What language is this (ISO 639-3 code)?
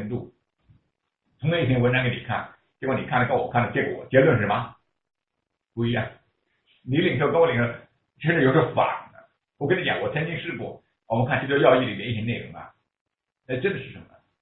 zho